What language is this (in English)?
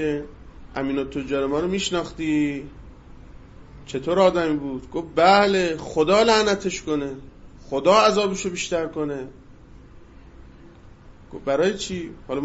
Persian